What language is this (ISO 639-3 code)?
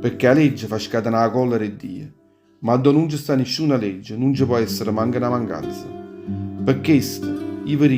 nap